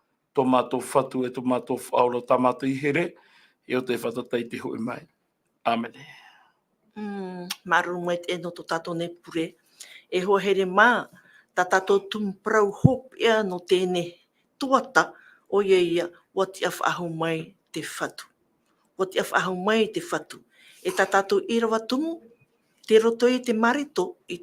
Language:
Tahitian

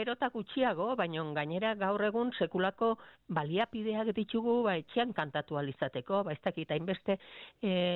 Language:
Basque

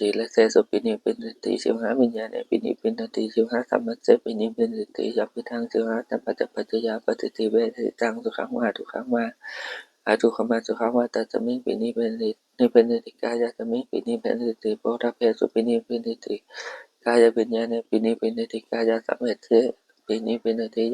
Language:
Pali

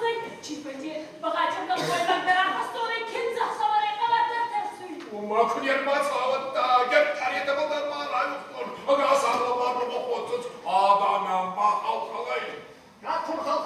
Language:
Ossetic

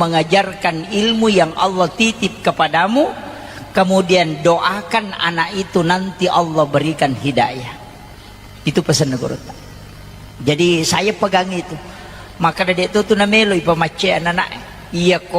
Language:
Buginese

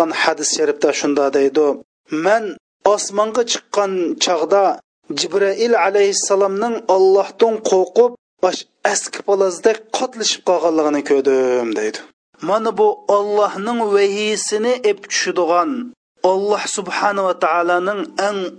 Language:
Uyghur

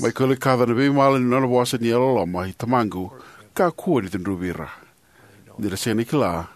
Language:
Fijian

